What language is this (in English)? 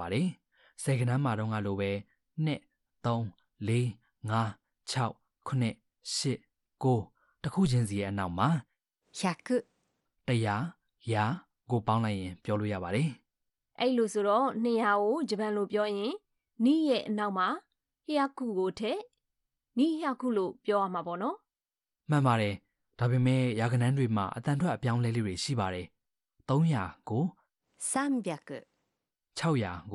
Burmese